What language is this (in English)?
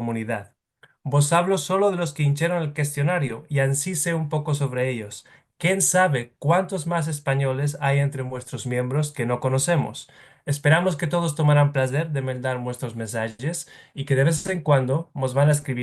Ladino